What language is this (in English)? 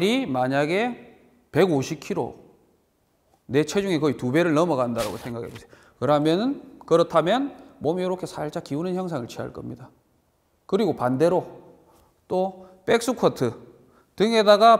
Korean